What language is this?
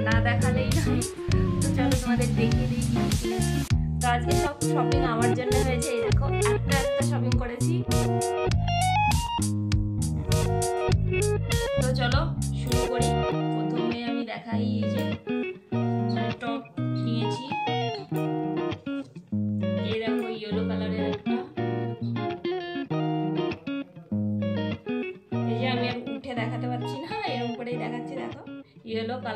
Bangla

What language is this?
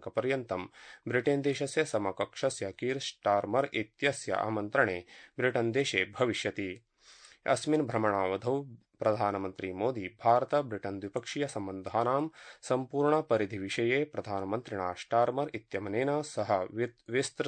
Sanskrit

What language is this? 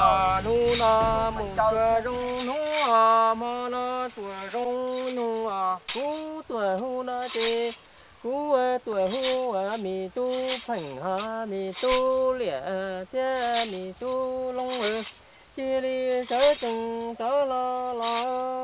Hmong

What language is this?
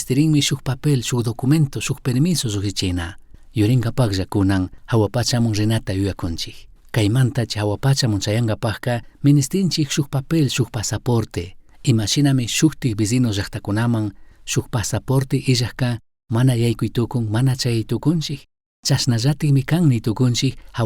Chimborazo Highland Quichua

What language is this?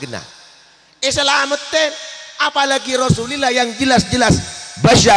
Madurese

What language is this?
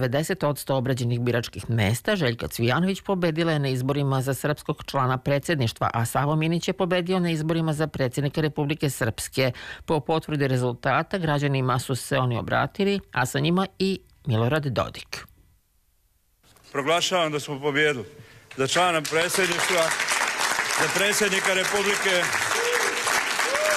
Serbian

